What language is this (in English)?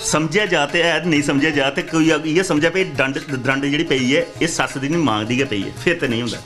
Dogri